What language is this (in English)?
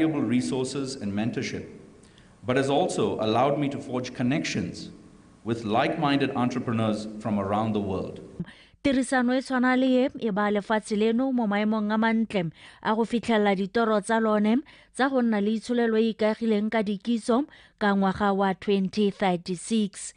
Tswana